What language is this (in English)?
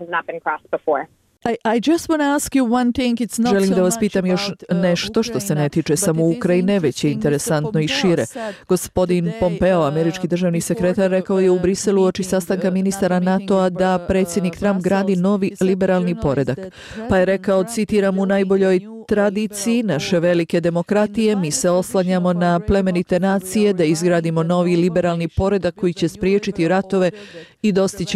Bosnian